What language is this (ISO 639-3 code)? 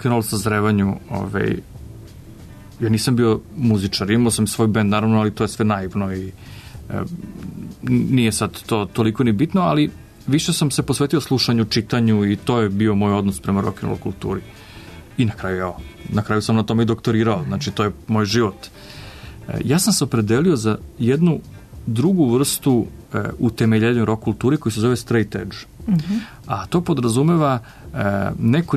srp